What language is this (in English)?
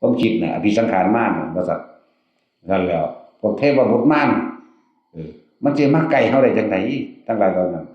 Northeastern Thai